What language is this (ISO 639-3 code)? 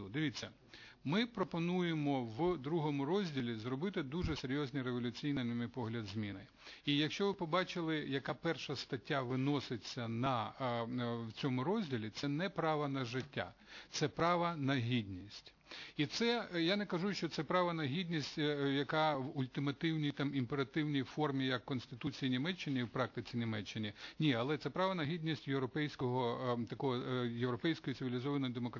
ukr